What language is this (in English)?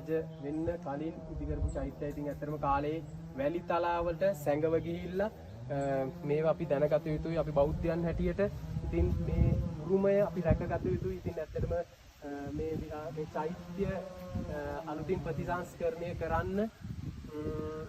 Sinhala